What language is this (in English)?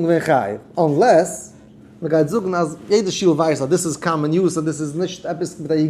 Yiddish